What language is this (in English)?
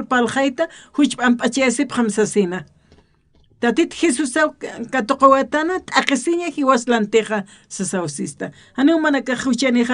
Aymara